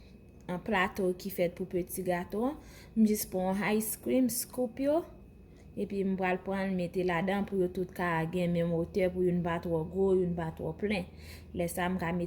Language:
Haitian Creole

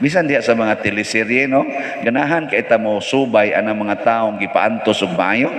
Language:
Cebuano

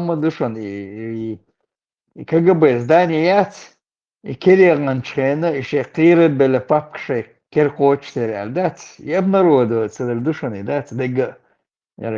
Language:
Chechen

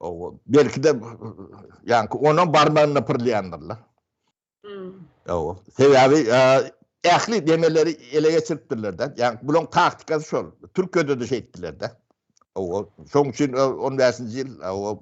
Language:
Turkmen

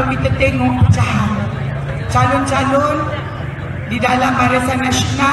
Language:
Malay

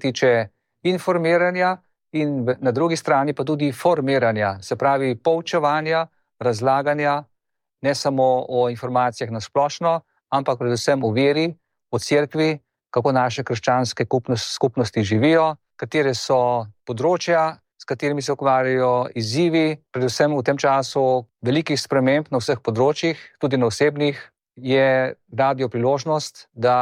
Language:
Slovenian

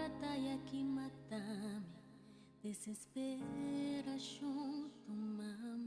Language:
Papiamento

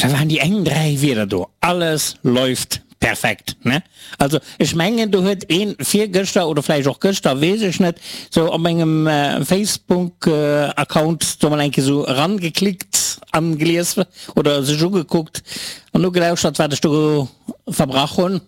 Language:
Luxembourgish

